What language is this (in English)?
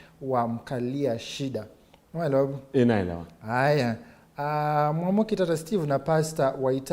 Kamba